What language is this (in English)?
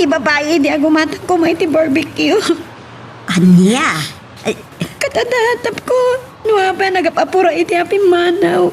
Iloko